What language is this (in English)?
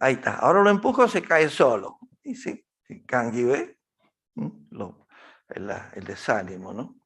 Guarani